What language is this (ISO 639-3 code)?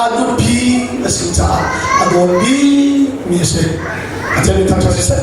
cnh